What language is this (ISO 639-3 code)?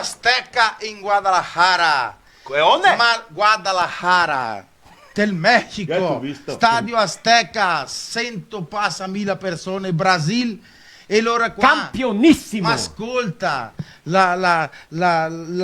vec